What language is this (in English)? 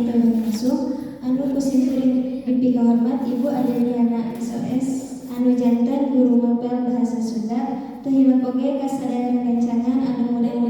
Sundanese